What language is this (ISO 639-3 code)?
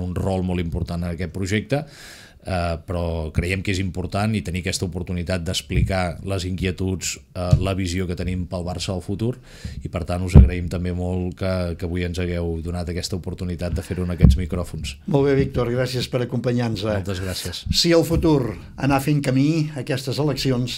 cat